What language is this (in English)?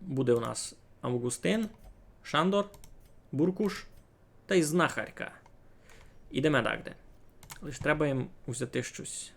Rusyn